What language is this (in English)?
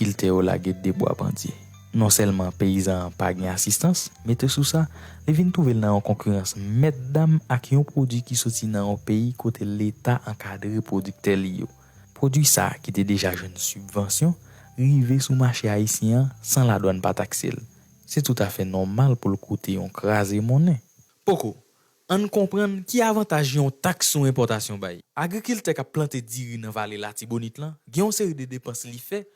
Haitian Creole